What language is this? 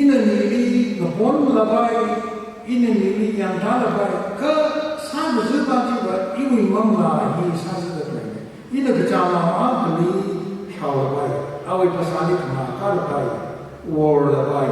Tangkhul Naga (India)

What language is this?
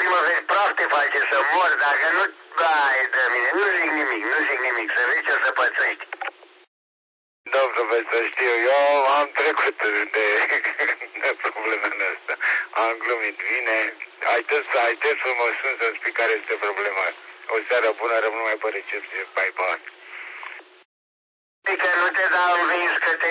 Romanian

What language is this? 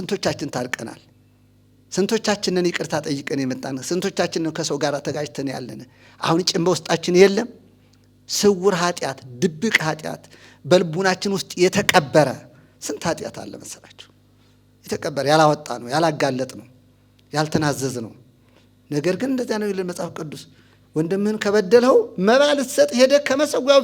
Amharic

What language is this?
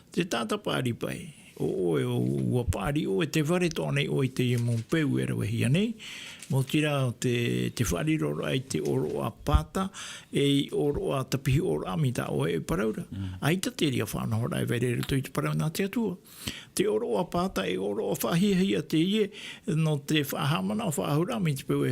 Tahitian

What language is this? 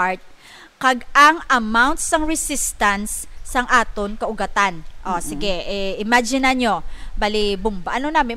Hiligaynon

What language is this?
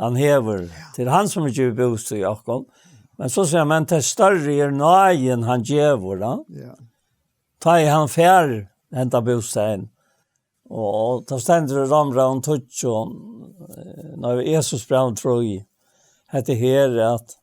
Faroese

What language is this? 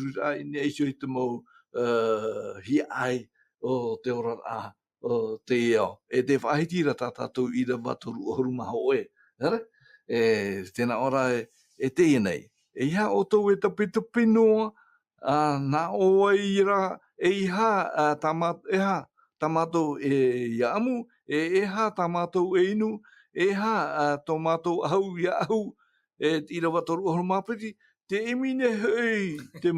Tahitian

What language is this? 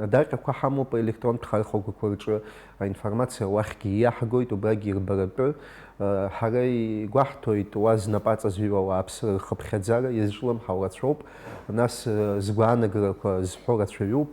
Abkhazian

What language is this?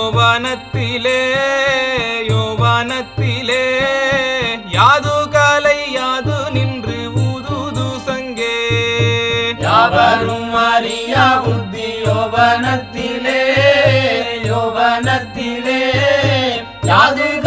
Tamil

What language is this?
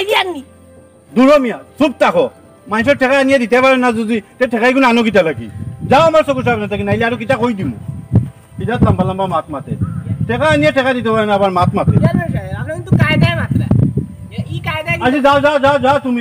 Sylheti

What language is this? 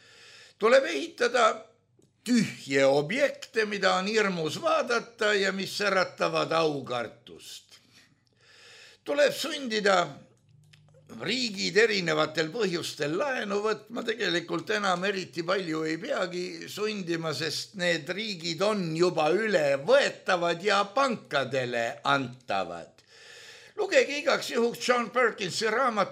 Estonian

